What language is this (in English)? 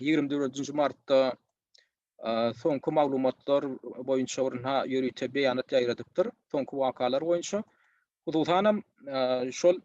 Turkmen